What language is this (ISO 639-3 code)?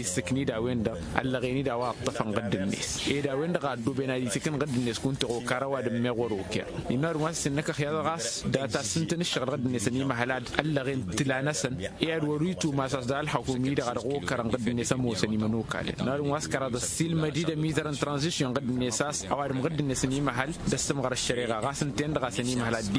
taq